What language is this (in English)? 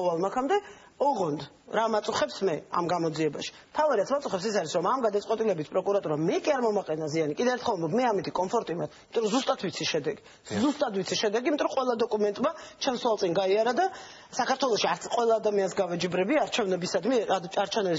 Georgian